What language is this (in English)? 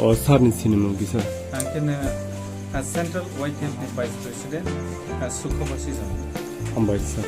Kok Borok